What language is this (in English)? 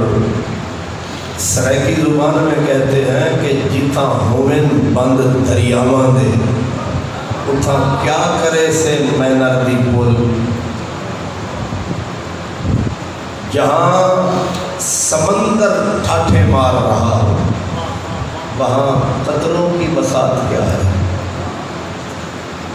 Urdu